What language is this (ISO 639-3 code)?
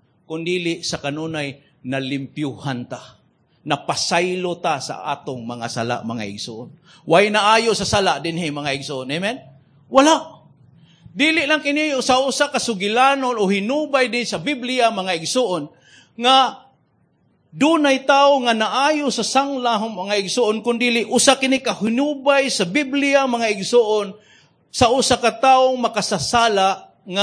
ceb